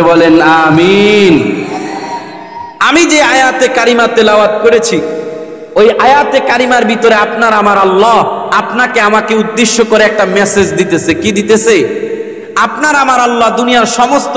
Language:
Bangla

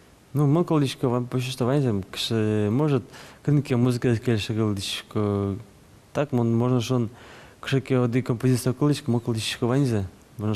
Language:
Udmurt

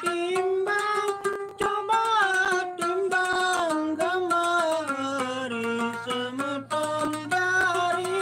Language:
Sasak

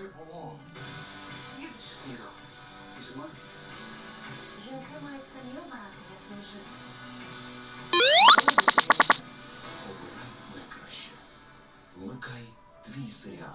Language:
Ukrainian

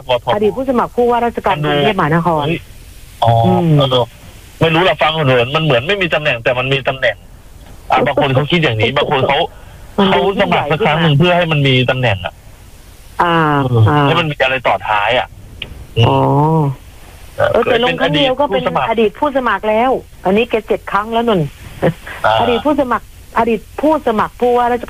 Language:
Thai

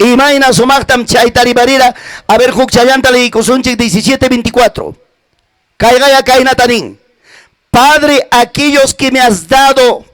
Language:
Ayacucho Quechua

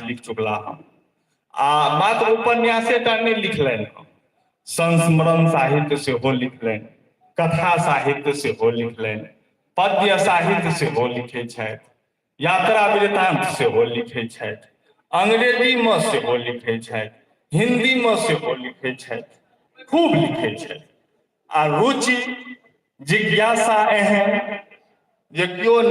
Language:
Maithili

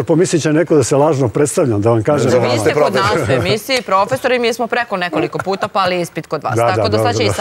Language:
Serbian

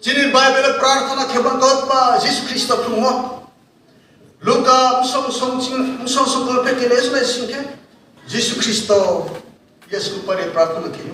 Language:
Riang (India)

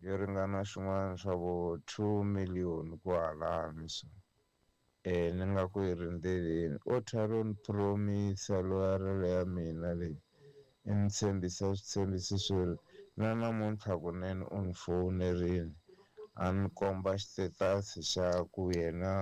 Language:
Tsonga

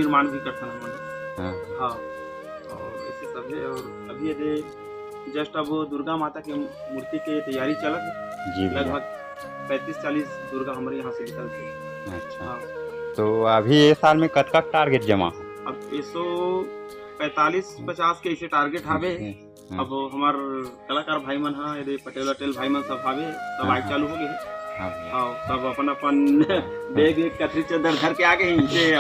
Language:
Chhattisgarhi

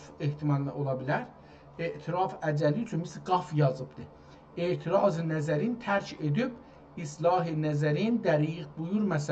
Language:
South Azerbaijani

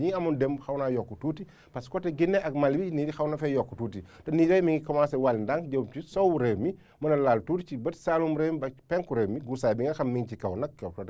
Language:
Wolof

